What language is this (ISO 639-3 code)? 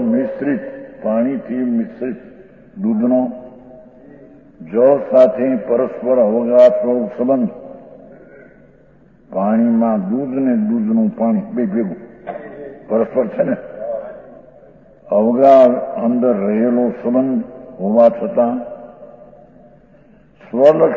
guj